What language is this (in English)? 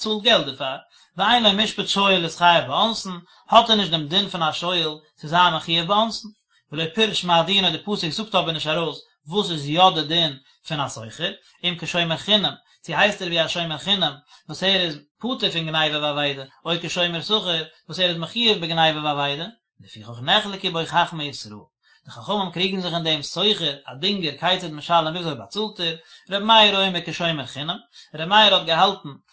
Yiddish